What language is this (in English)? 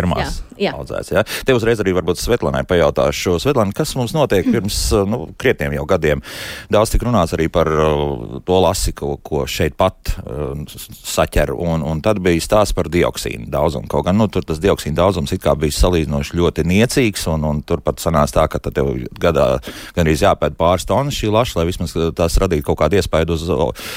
Latvian